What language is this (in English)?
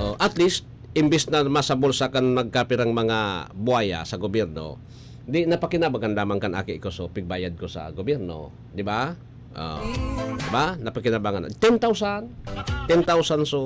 Bikol